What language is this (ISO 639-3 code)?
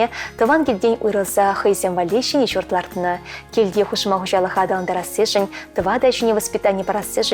chv